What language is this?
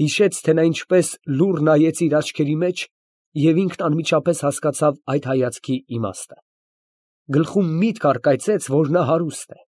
Armenian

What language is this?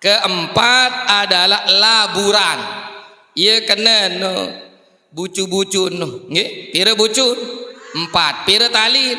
Sasak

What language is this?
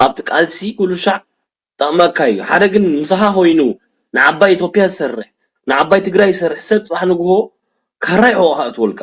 Tigrinya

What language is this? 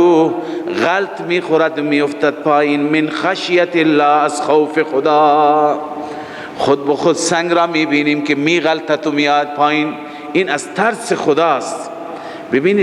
Persian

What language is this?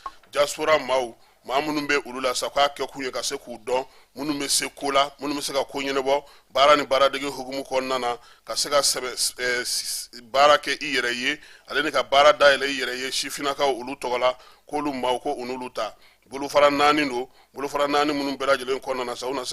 Bambara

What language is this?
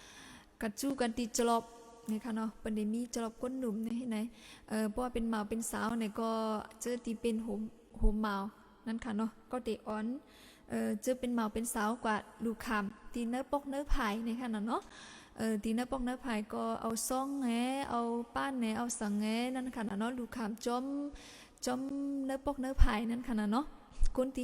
Shan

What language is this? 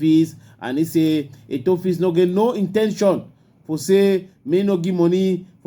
Cameroon Pidgin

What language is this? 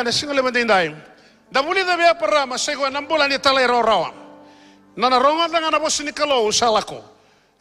Fijian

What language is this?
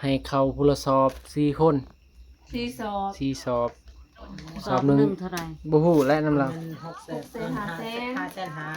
Northeastern Thai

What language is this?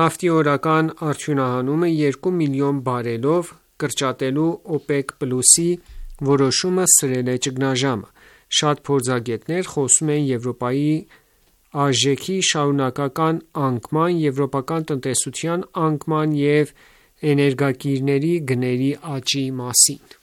Armenian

